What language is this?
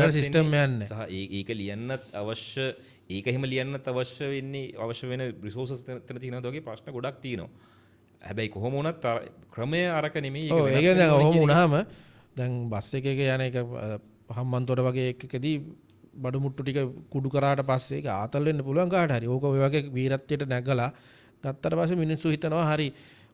Sinhala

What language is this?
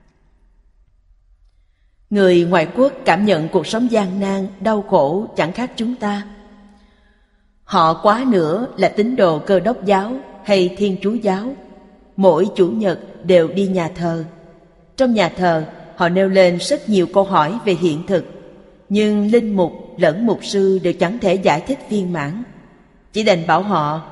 Vietnamese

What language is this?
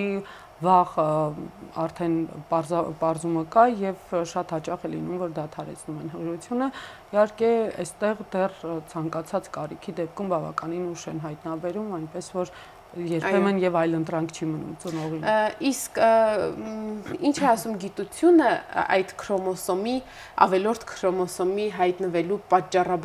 Armenian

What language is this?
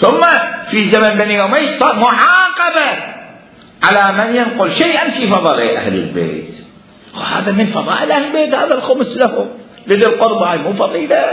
Mesopotamian Arabic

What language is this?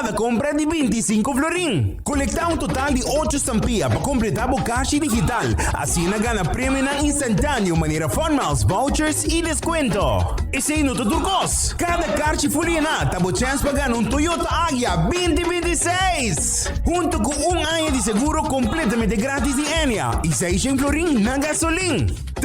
Papiamento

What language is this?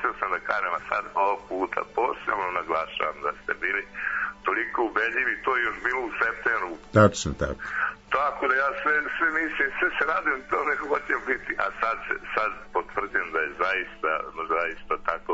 Serbian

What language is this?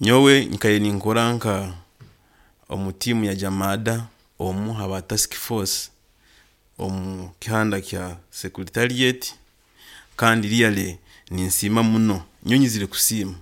Nyankole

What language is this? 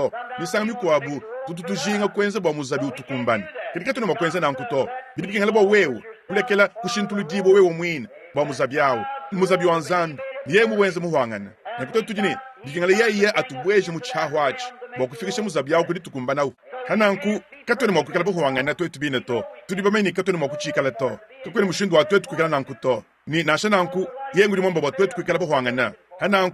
Luba-Lulua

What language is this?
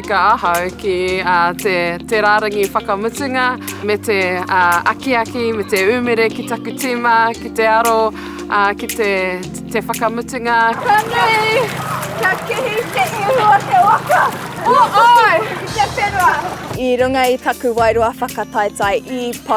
Māori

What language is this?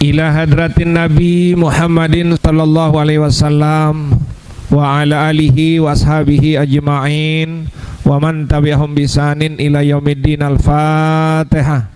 Sasak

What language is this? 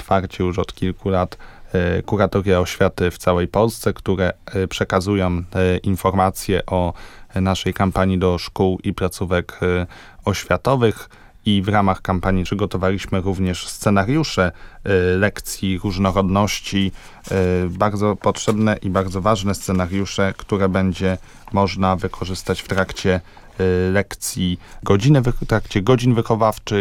Polish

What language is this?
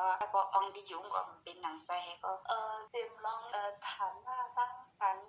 Shan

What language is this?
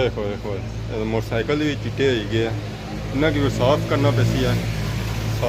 Pahari-Potwari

